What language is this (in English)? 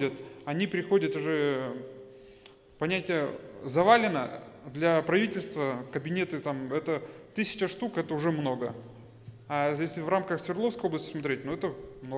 Russian